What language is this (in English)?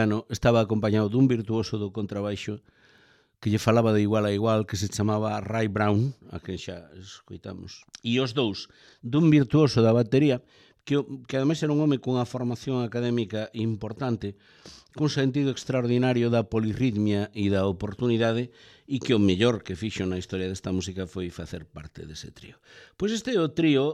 Galician